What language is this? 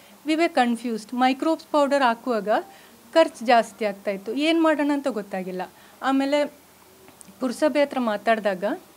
Kannada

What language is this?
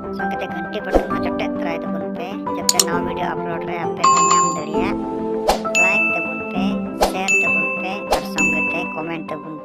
Santali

